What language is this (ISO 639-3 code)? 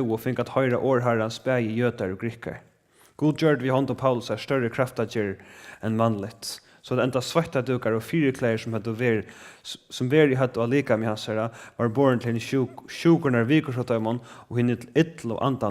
fao